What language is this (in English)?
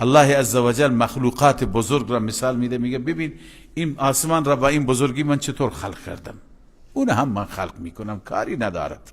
Persian